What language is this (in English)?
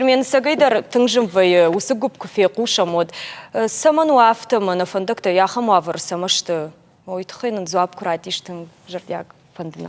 Ossetic